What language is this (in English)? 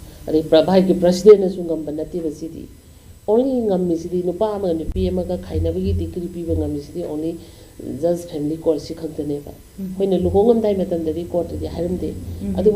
Manipuri